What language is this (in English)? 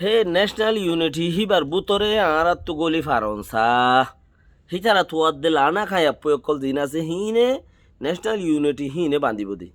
Rohingya